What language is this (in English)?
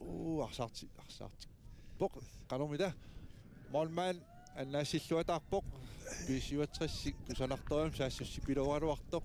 Kalaallisut